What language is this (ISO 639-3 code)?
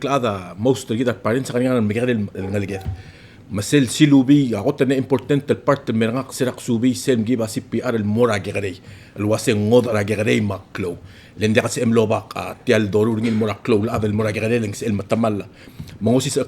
pau